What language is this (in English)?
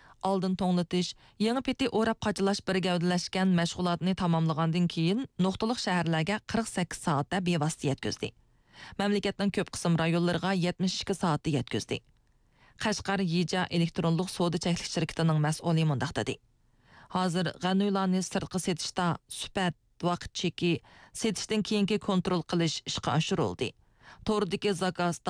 Uyghur